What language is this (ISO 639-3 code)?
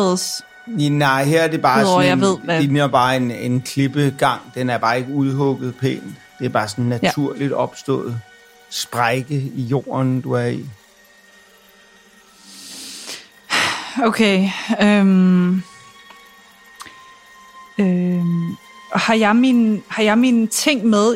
dan